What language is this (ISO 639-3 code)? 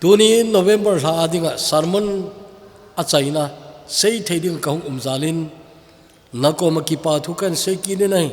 tcz